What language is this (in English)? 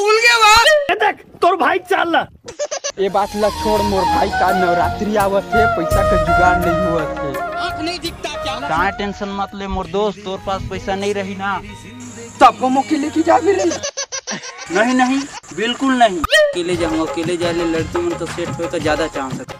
Chhattisgarhi